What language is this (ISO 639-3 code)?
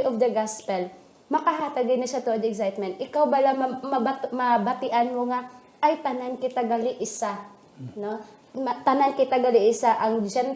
hil